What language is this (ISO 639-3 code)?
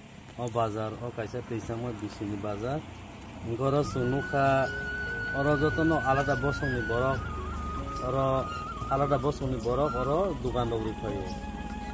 trp